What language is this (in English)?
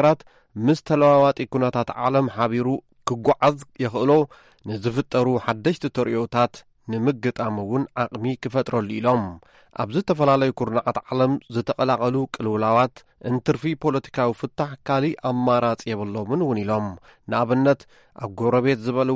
Tigrinya